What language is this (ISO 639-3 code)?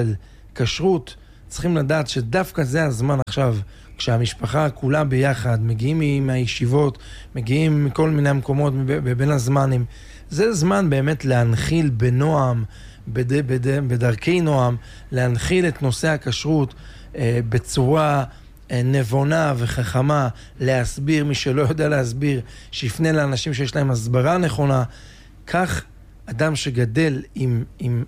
heb